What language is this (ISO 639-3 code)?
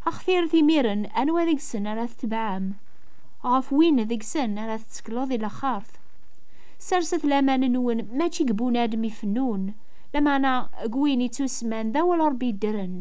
kab